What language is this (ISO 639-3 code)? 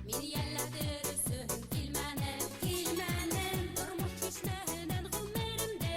bak